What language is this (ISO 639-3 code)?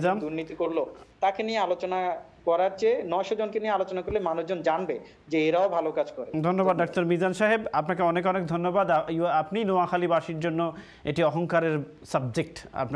ben